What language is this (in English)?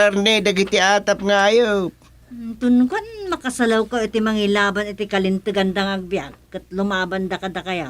Iloko